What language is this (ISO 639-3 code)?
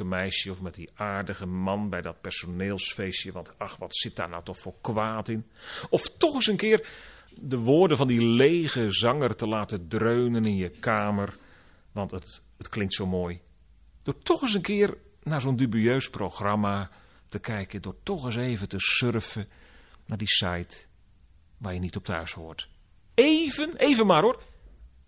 nld